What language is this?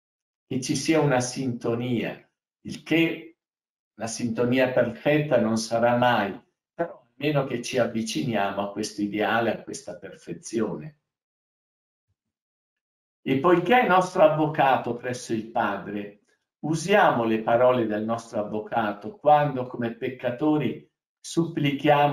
Italian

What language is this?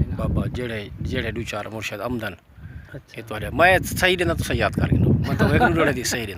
Saraiki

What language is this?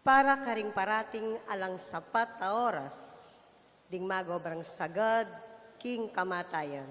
Pampanga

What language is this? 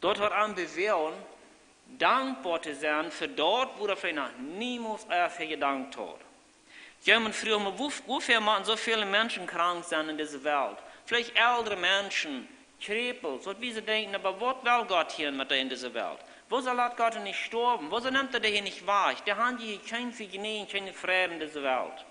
Plautdietsch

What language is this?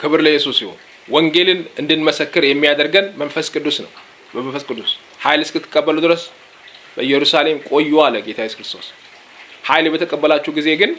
Amharic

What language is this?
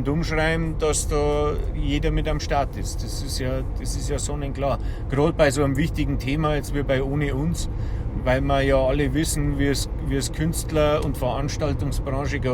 Bavarian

